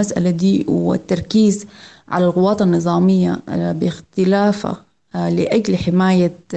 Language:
Sudanese Arabic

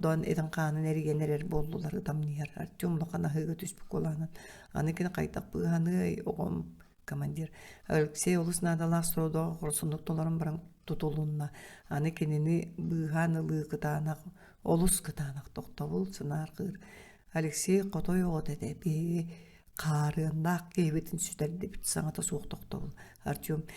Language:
Yakut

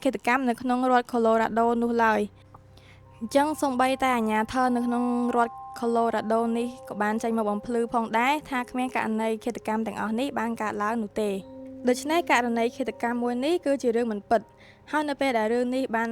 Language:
Khmer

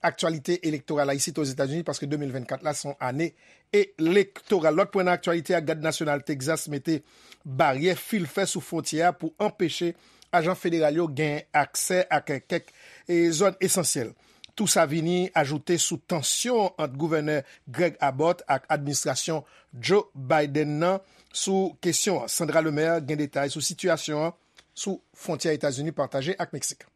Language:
Haitian Creole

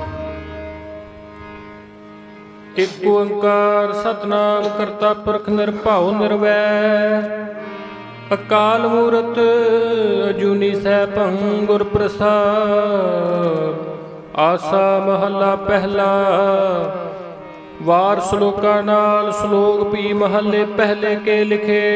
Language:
Punjabi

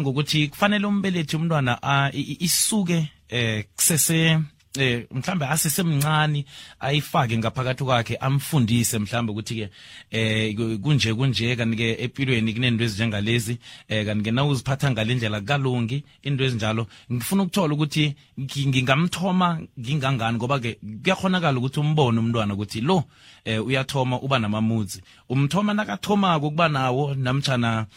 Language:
South Ndebele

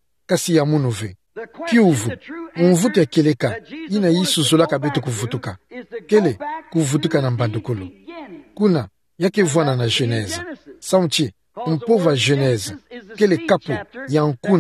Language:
Kituba (Democratic Republic of Congo)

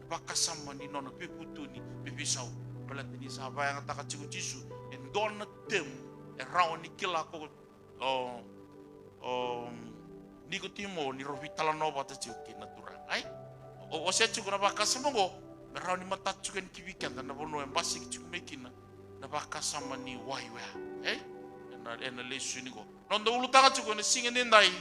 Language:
Fijian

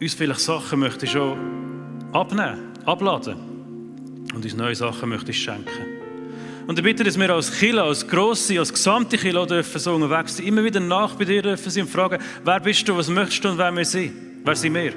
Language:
Swiss German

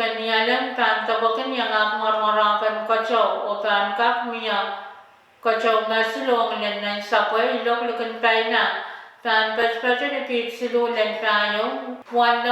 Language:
Pohnpeian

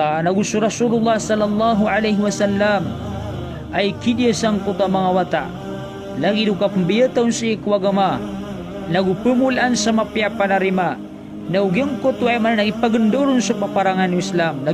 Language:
Maranao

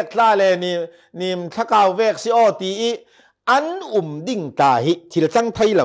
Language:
Falam Chin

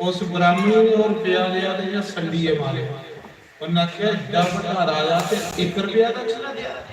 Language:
Dogri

